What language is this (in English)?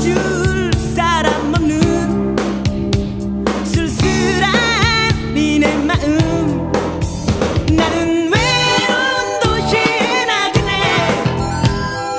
Korean